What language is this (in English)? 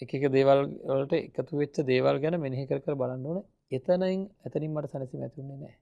Sinhala